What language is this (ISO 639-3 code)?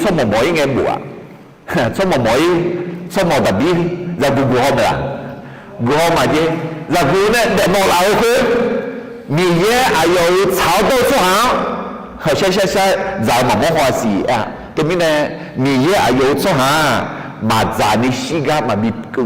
ahk